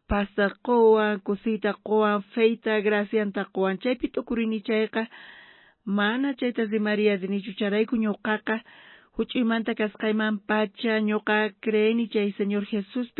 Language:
South Bolivian Quechua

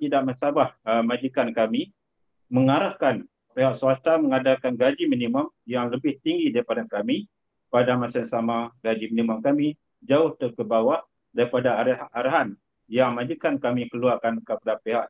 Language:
Malay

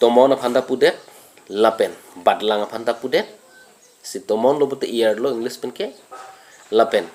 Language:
Karbi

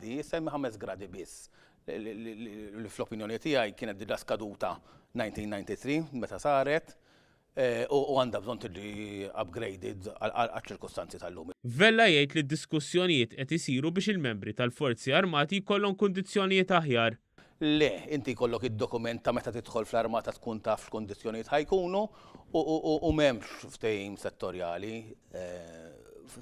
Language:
Maltese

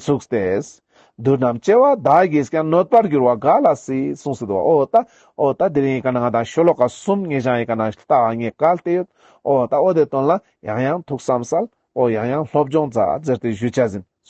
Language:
Ladakhi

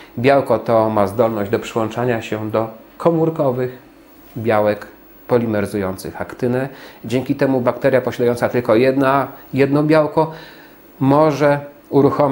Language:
Polish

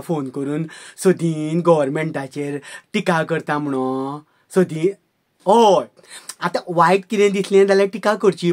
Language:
Konkani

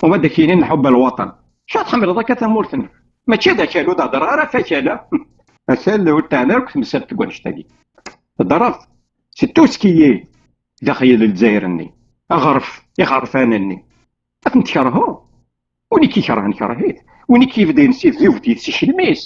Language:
Kabyle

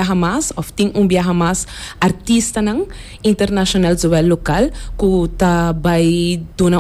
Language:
Papiamento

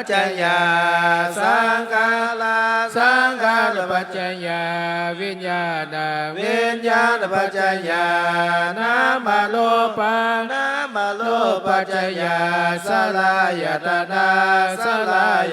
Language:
Pali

